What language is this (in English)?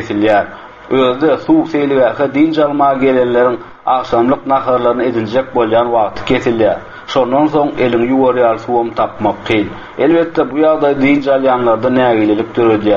Turkmen